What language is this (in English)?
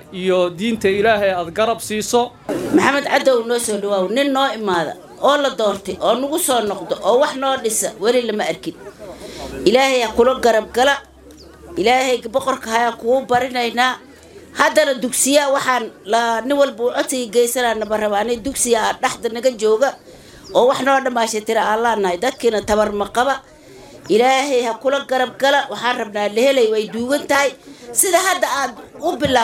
Somali